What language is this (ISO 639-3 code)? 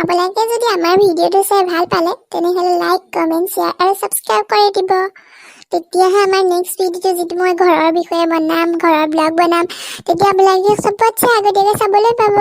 asm